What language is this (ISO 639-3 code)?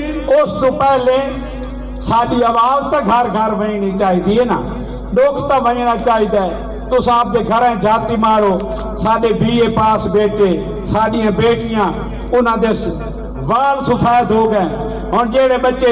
skr